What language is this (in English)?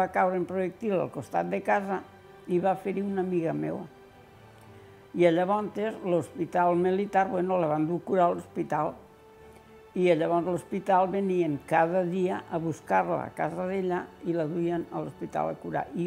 Catalan